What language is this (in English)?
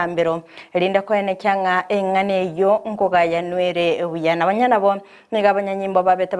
Gusii